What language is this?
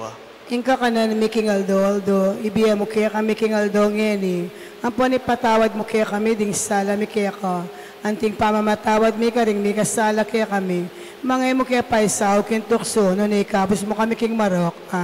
Pampanga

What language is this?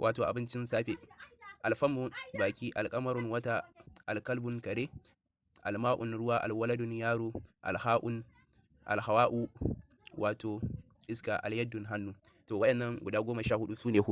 Hausa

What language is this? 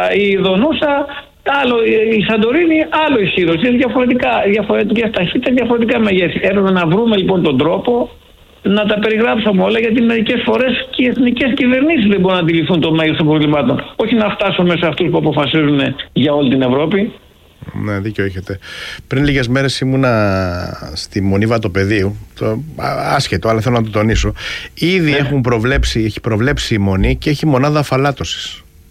Greek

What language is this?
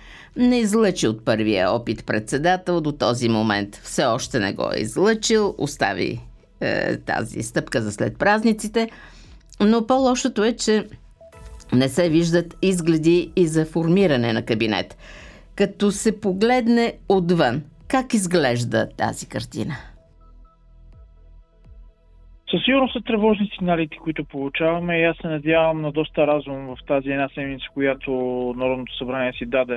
Bulgarian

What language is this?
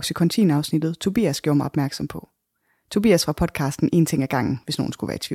Danish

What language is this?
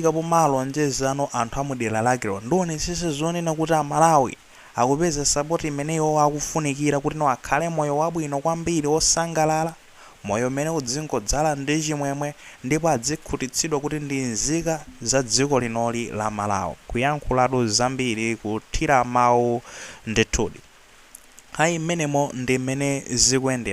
Nyanja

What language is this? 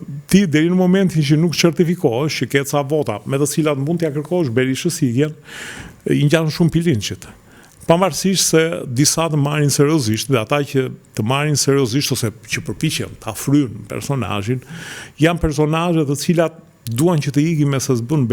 Albanian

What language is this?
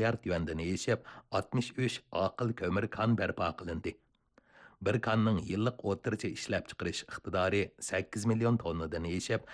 Uyghur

